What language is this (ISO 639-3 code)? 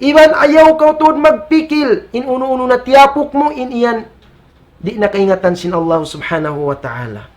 tsg